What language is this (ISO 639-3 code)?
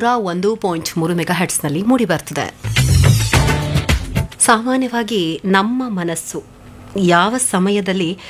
kan